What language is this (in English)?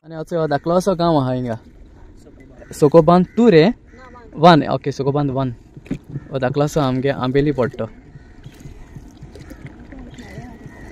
Konkani